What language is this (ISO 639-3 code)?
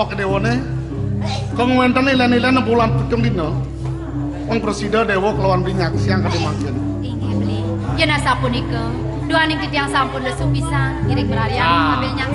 ban